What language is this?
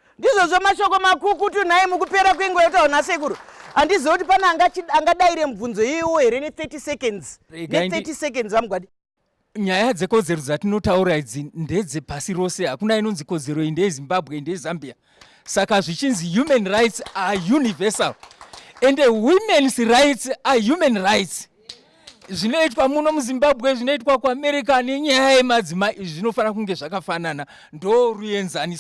Shona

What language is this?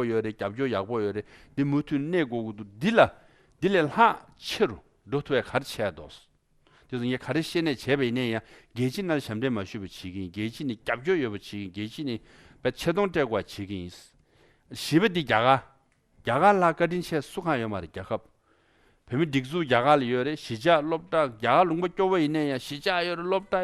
Tibetan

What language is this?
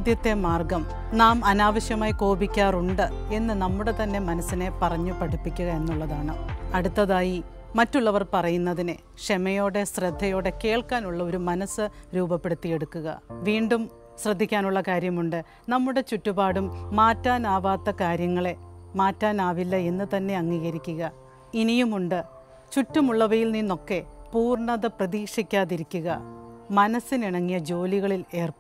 Malayalam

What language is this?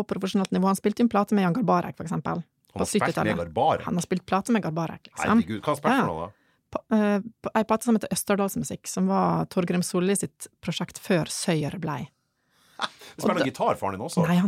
Norwegian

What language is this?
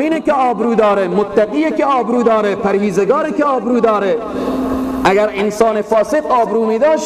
Persian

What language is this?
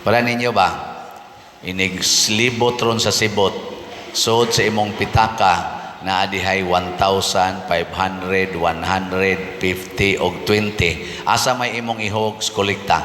Cebuano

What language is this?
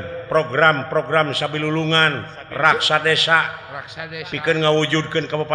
Sundanese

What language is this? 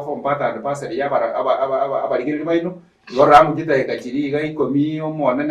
Gusii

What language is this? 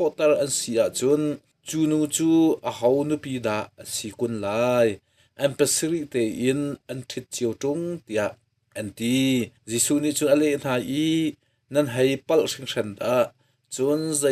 Hakha Chin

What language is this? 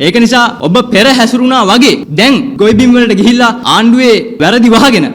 Sinhala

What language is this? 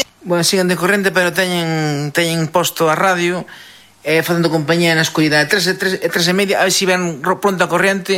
Galician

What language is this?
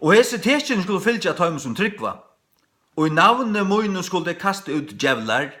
Faroese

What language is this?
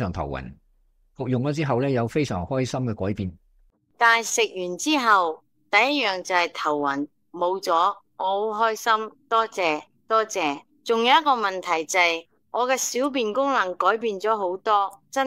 Cantonese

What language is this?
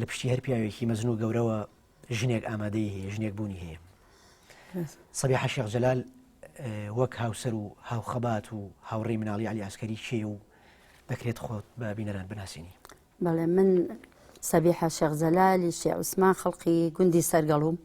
Central Kurdish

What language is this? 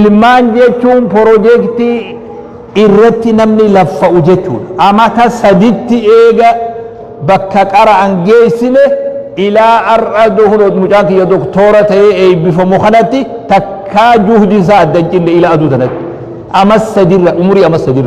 Oromo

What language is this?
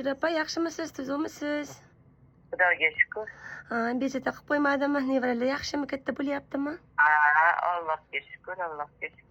Uzbek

